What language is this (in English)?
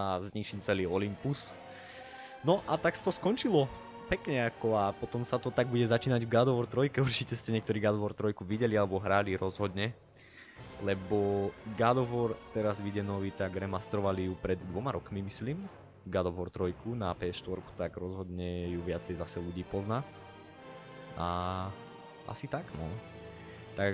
Slovak